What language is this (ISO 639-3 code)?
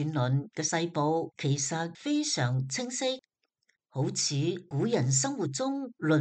yue